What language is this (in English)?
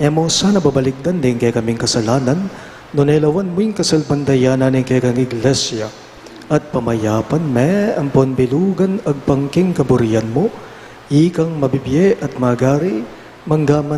Pampanga